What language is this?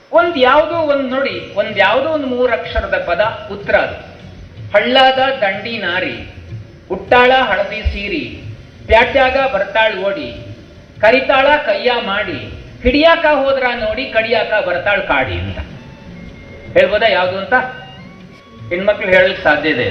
Kannada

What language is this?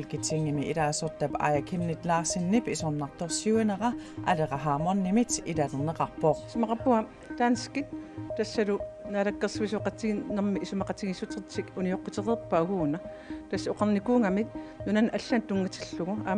Kalaallisut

